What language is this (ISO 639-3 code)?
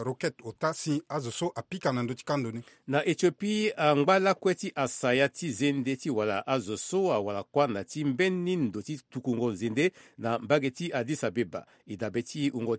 sag